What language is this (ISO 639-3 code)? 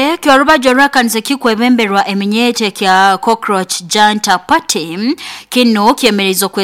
nyo